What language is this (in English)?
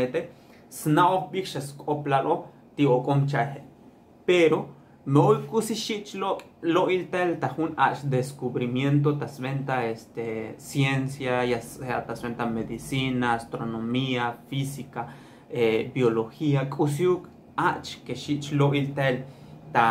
Tzotzil